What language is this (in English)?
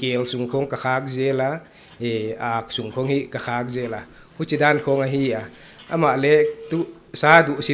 Paite Chin